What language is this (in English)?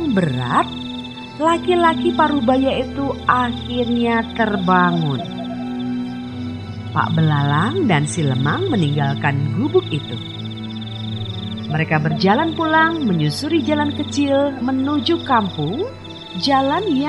Indonesian